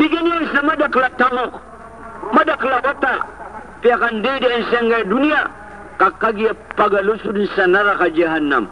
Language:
Maranao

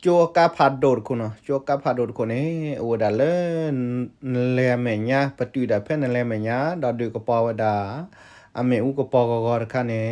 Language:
S'gaw Karen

